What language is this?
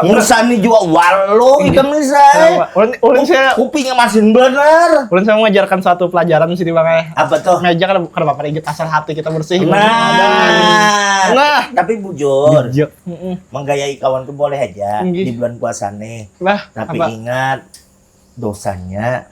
Banjar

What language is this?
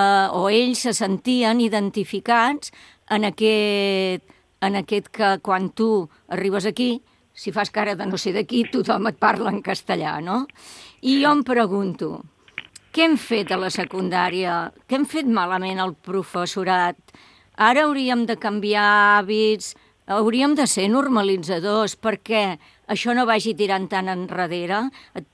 Catalan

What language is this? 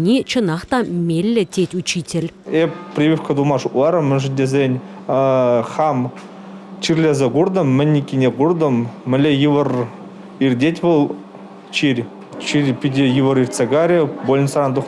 Chuvash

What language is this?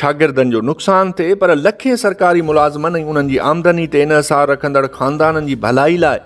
Sindhi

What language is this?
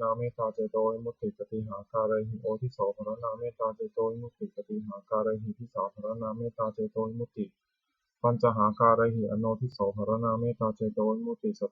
Pali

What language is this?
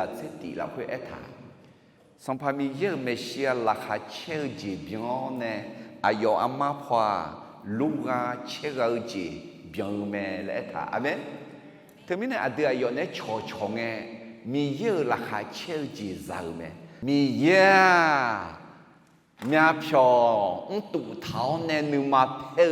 Akha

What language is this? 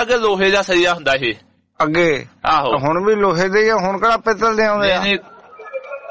Punjabi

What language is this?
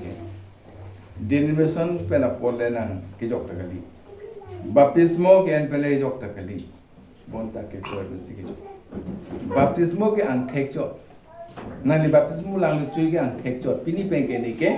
Karbi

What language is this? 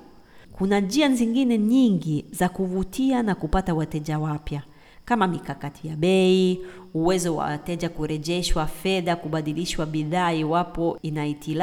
Swahili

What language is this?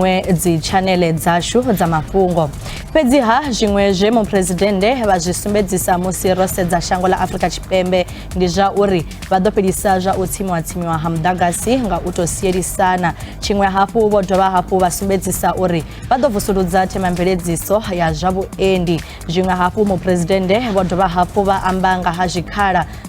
Venda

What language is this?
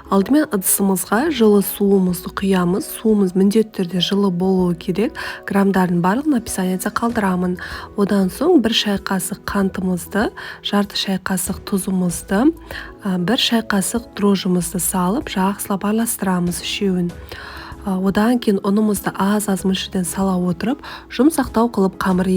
Kazakh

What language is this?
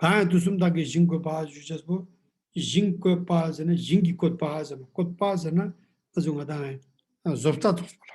Ladakhi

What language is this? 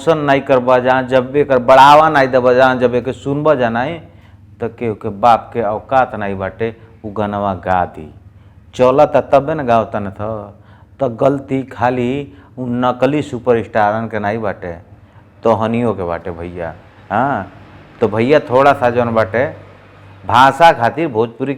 Bhojpuri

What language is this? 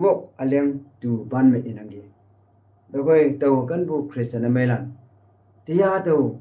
Konyak Naga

